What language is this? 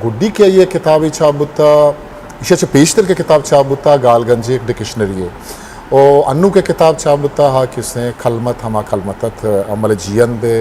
Eastern Balochi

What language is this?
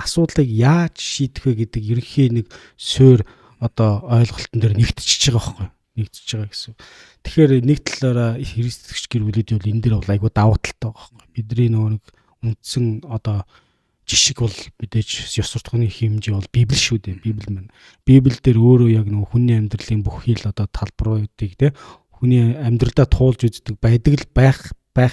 Mongolian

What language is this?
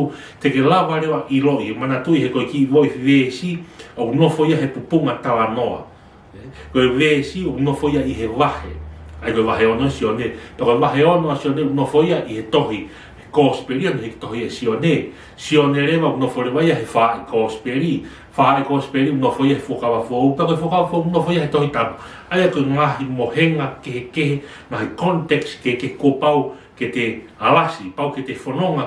Tongan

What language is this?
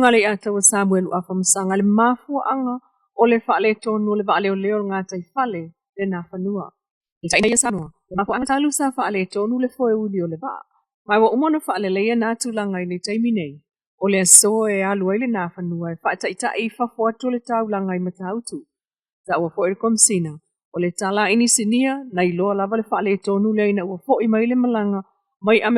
Samoan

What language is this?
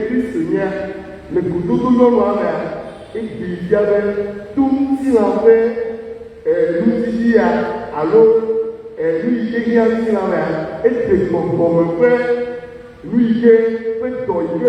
Ewe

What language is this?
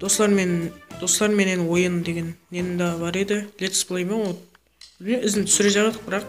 Kara-Kalpak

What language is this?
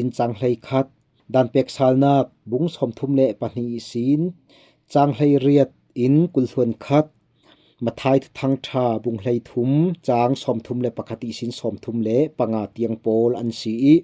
Falam Chin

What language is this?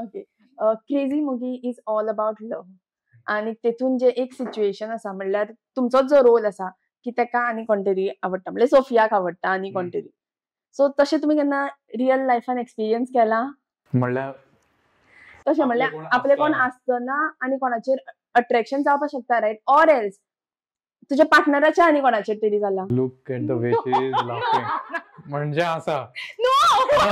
Konkani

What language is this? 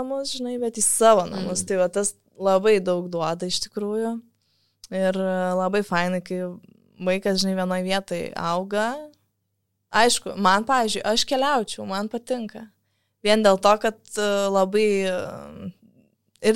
Lithuanian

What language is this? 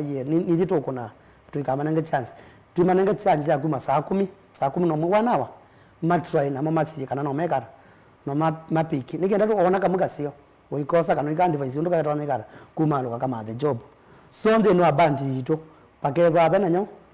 Kamba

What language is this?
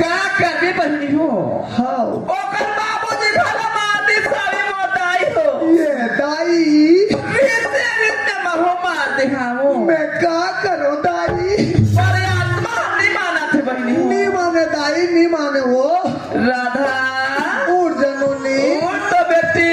Chhattisgarhi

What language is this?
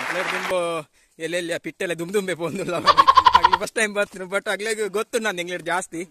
Tulu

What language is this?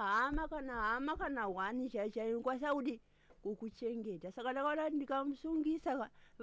Shona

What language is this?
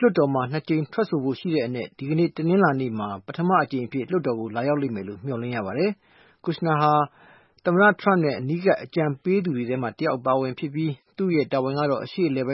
Burmese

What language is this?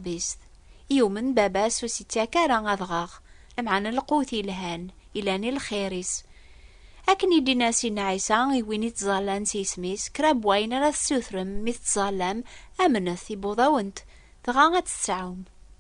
Kabyle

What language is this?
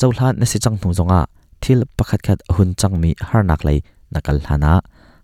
Hakha Chin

